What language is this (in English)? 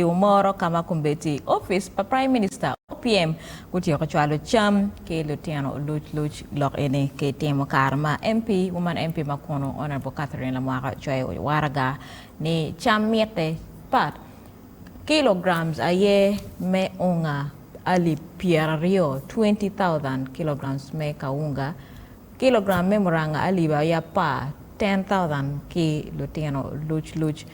Acoli